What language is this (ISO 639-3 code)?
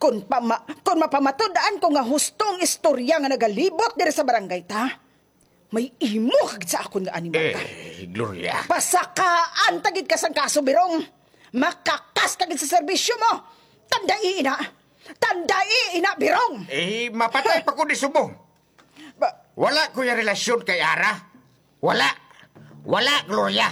hil